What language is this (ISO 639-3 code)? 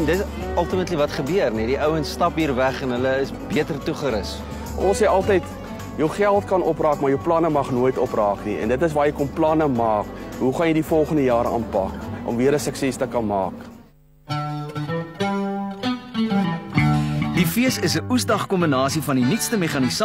afr